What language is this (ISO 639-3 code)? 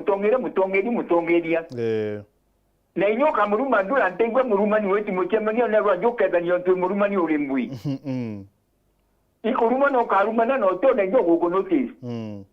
mer